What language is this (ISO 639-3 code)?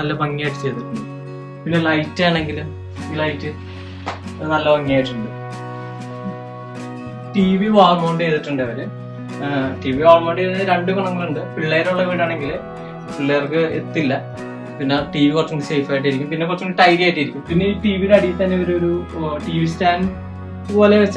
mal